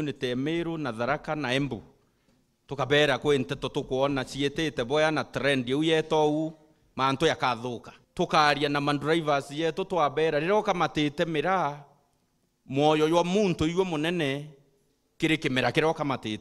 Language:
Meru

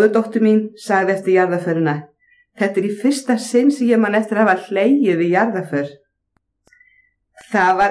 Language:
Icelandic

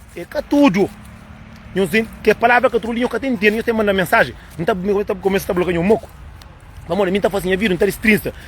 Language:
Kabuverdianu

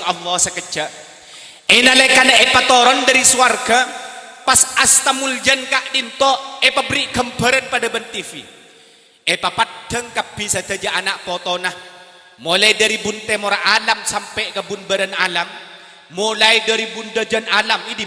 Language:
Madurese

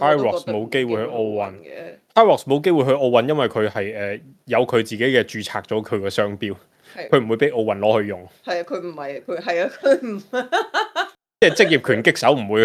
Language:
Cantonese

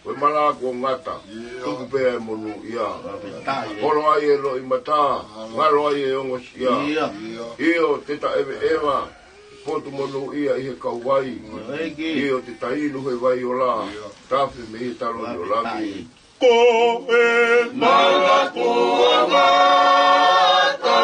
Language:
Tongan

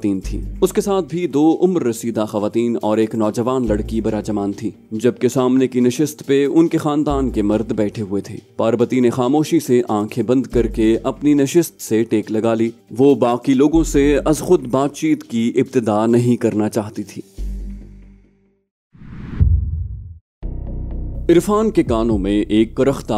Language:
Urdu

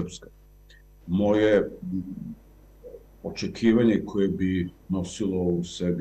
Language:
Serbian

